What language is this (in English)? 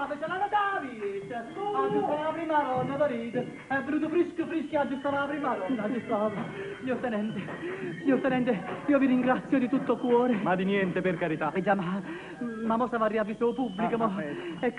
Neapolitan